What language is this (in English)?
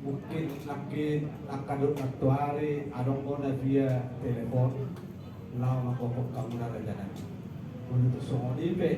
Batak Toba